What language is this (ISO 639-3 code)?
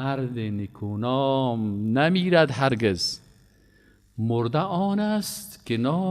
fas